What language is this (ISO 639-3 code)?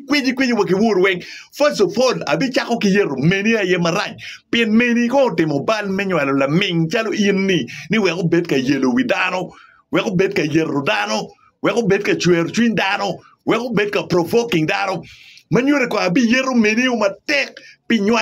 ach